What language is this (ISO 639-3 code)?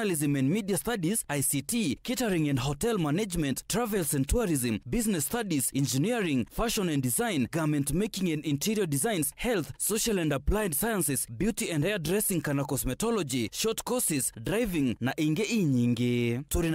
mer